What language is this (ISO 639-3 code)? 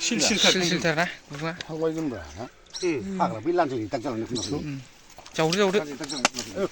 brx